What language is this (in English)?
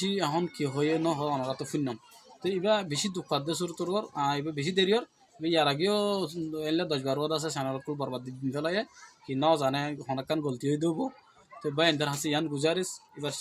Rohingya